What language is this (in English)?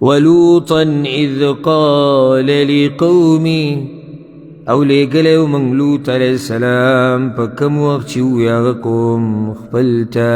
Pashto